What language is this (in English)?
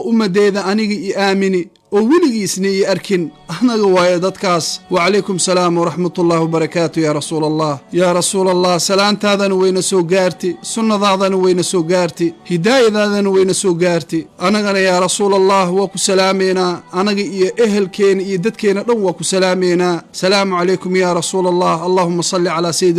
Somali